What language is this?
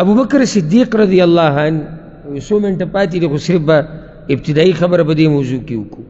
Pashto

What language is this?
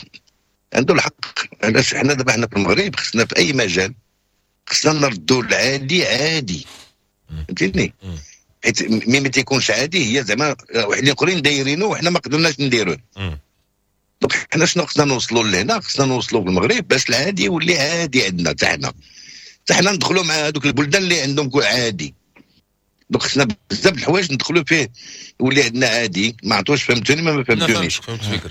Moroccan Arabic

